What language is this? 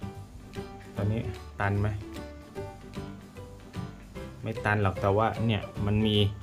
Thai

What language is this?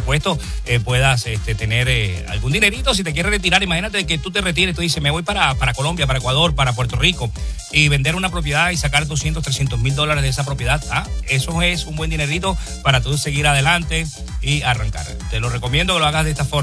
Spanish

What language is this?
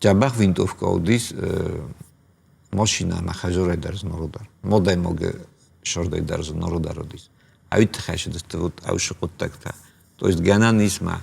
Ossetic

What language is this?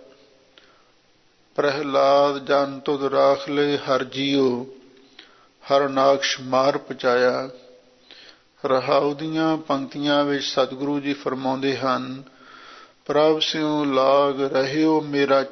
Punjabi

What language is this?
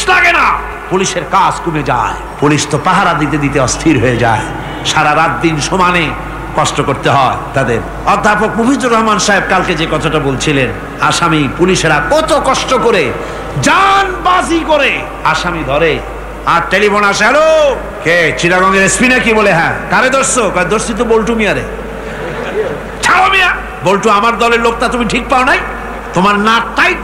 Bangla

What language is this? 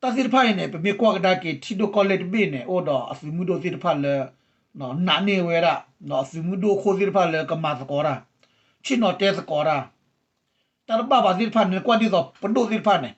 S'gaw Karen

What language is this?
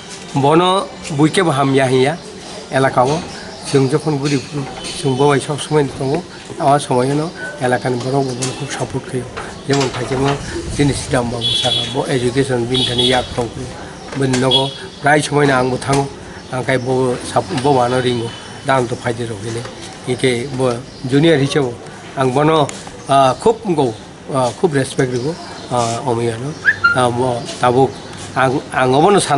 Kok Borok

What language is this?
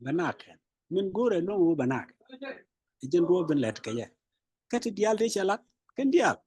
Nuer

